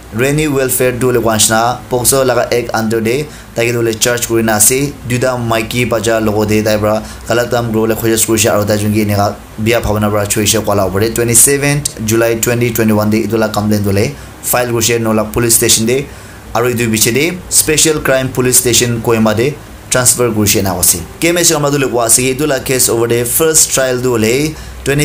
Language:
Naga Pidgin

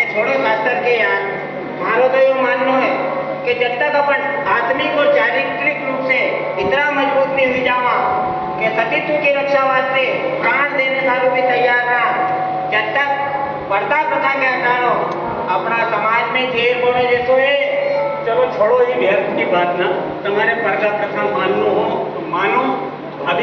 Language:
Rajasthani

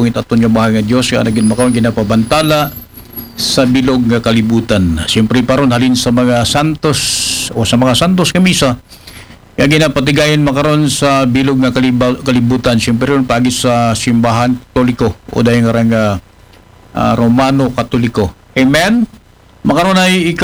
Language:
Aklanon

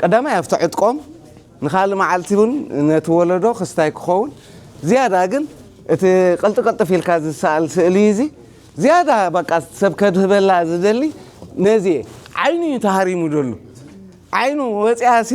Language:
Tigrinya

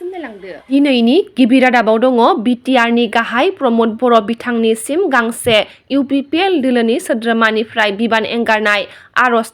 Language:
Bodo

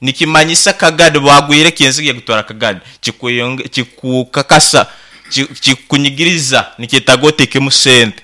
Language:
Nyankole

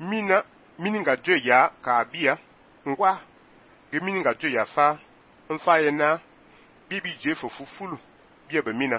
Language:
Fang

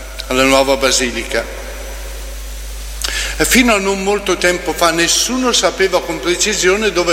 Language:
Italian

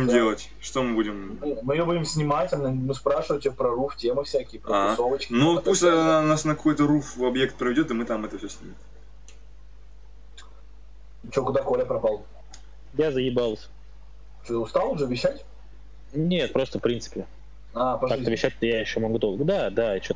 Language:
Russian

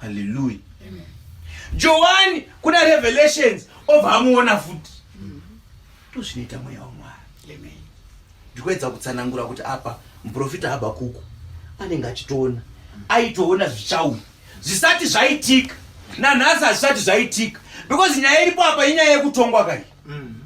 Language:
Shona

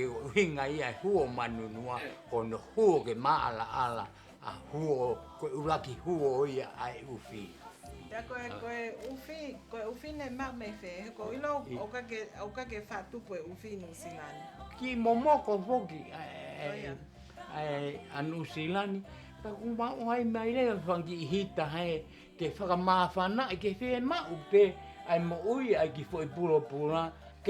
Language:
Tongan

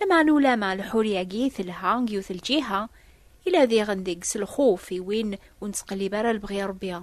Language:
Kabyle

